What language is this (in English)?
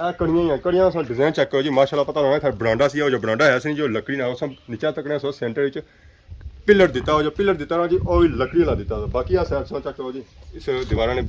Pahari-Potwari